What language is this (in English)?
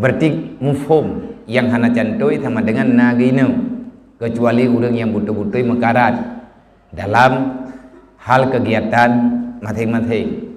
Achinese